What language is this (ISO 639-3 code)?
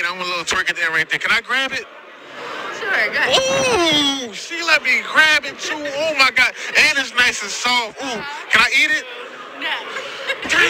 eng